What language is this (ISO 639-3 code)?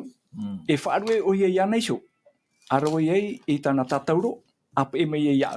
tah